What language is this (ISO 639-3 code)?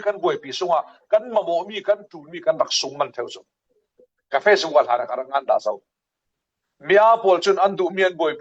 cfm